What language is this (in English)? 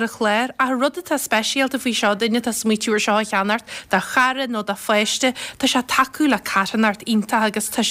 Irish